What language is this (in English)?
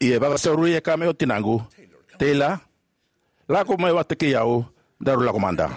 Fijian